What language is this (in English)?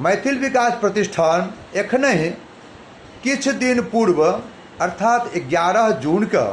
Maithili